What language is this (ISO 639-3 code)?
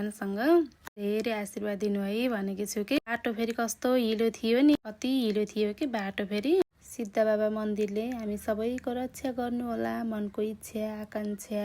nep